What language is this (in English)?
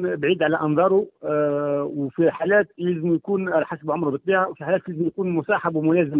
Tunisian Arabic